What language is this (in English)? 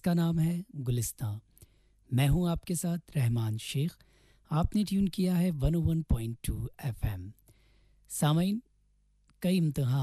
Urdu